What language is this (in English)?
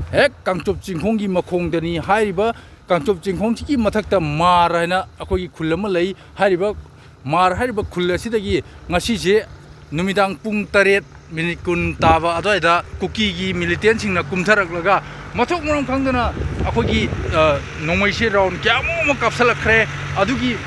Manipuri